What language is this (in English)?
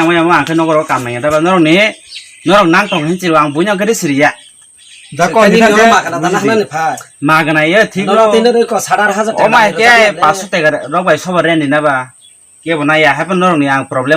Kok Borok